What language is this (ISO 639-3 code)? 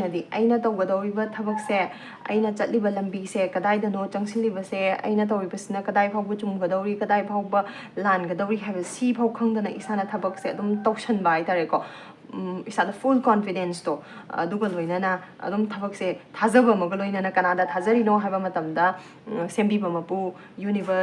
mni